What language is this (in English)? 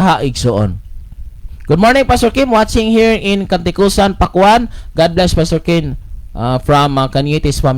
Cebuano